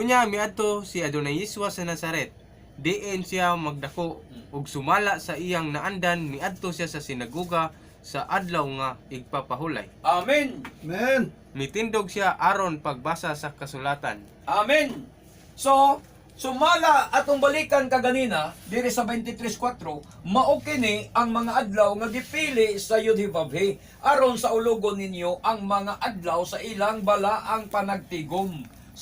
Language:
Cebuano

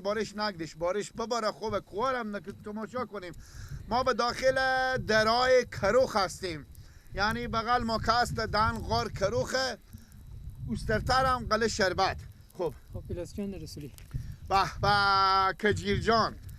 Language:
Persian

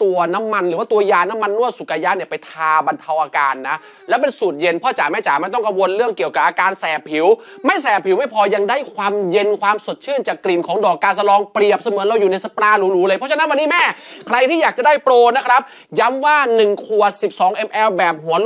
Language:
Thai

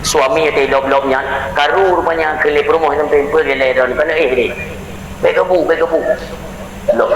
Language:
Achinese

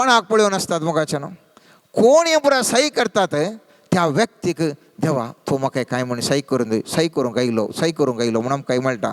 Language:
Konkani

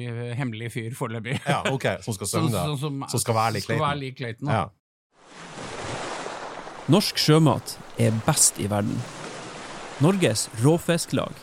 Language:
Norwegian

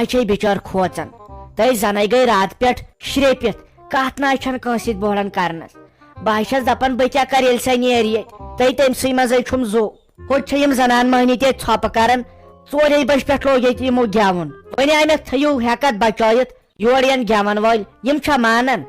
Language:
Kashmiri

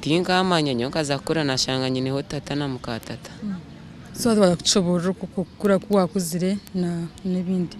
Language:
Nyankole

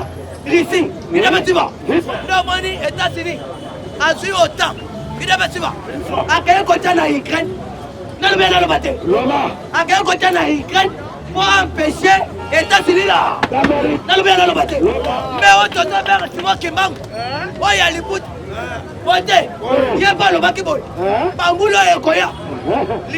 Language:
Lingala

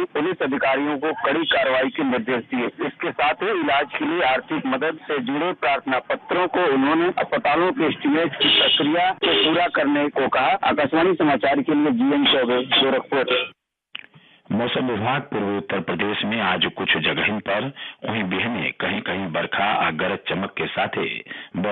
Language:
Bhojpuri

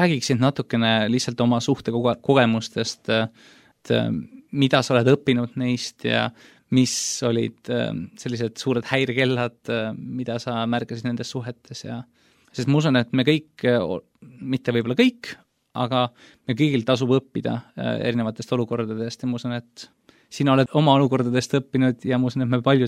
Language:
Estonian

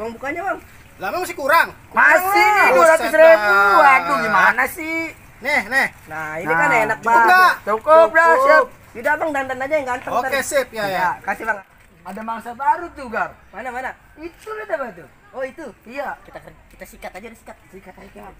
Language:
Betawi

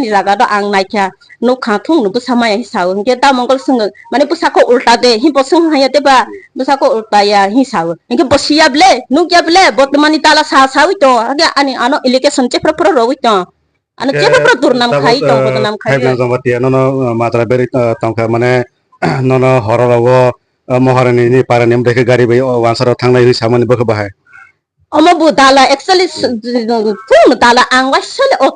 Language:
Kok Borok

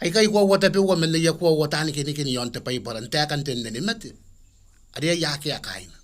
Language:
Gilbertese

